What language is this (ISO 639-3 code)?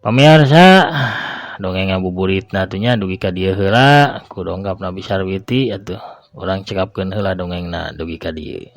sun